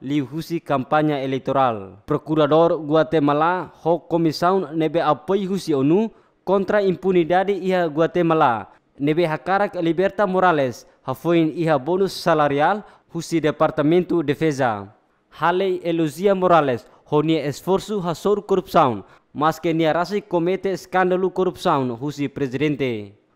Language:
Tetum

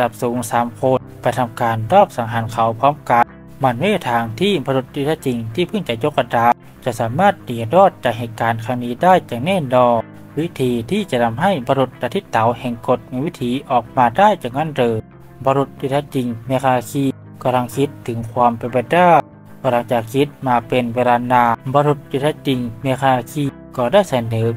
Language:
Thai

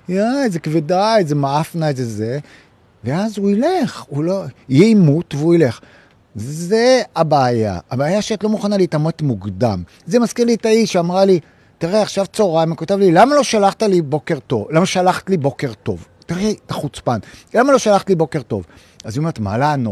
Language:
Hebrew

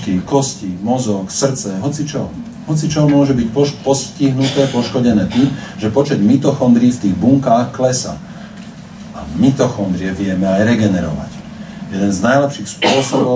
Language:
Slovak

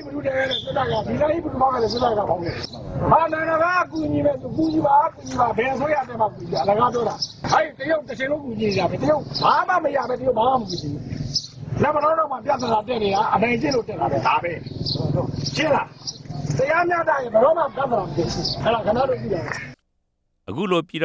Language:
Burmese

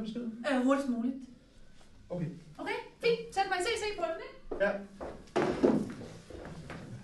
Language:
Danish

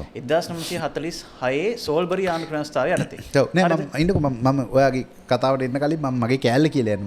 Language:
Sinhala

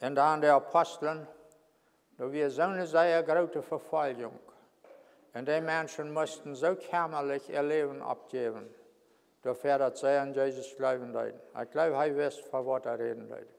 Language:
Plautdietsch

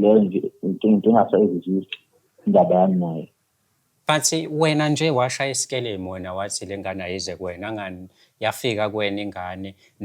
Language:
Zulu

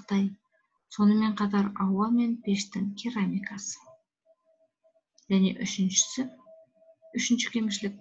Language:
Kazakh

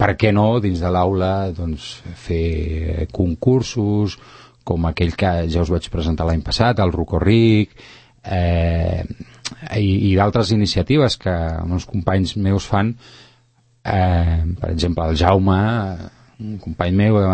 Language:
Catalan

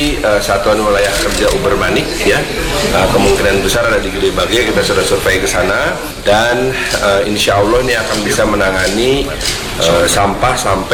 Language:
Indonesian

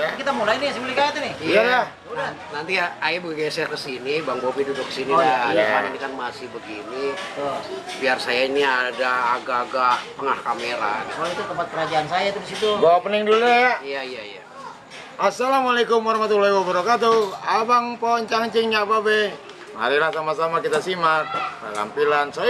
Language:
Betawi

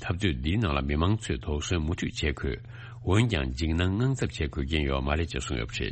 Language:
Tibetan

